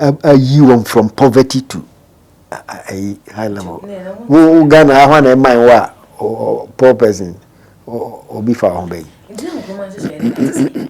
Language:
Akan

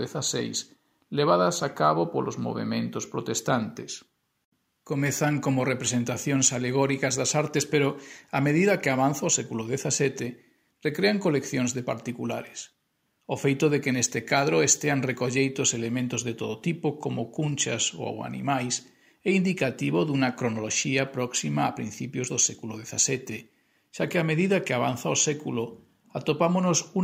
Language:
Galician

